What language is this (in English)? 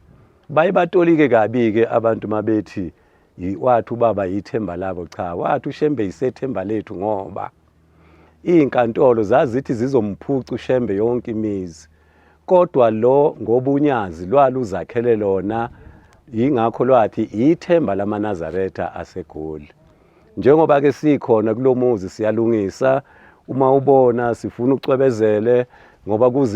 Zulu